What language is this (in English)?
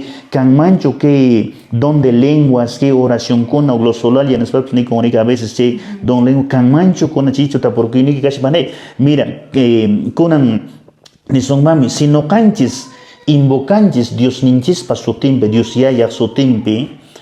Quechua